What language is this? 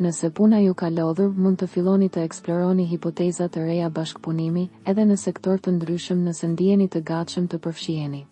Albanian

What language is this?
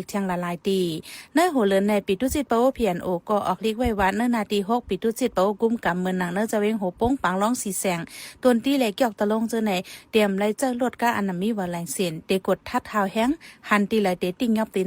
Shan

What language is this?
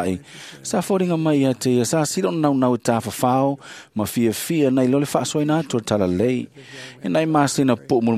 Samoan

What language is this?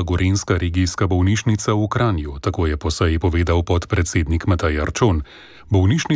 Slovenian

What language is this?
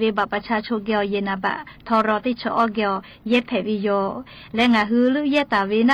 Lahu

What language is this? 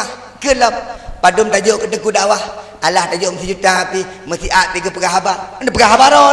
Achinese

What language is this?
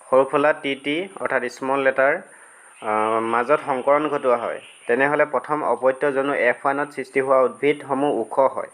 Assamese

